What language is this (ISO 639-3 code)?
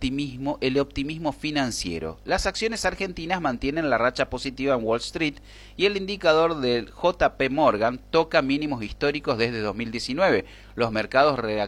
spa